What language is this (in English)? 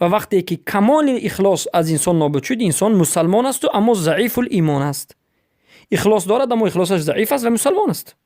Persian